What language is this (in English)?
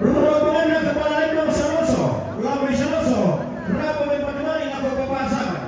Toraja-Sa'dan